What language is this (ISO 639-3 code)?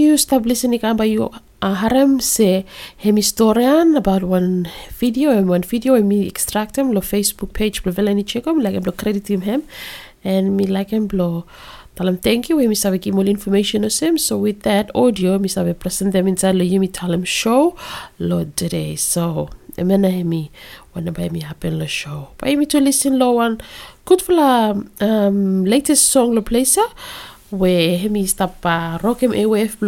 bis